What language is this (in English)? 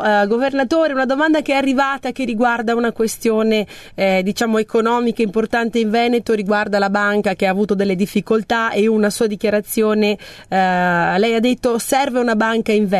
Italian